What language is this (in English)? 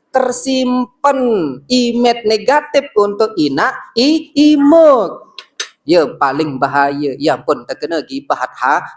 Sasak